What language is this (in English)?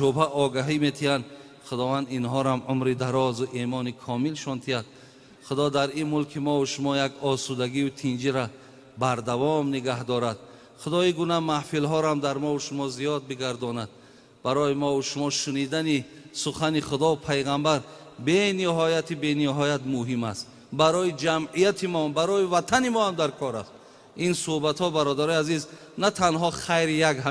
Tajik